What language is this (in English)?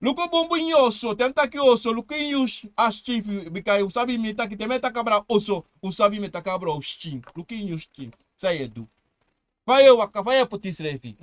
Sranan Tongo